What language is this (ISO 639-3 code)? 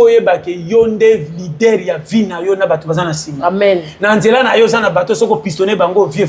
lin